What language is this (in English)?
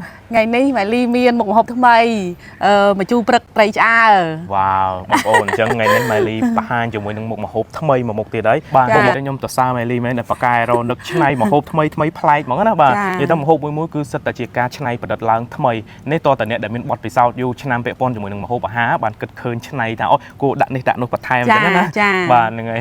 Khmer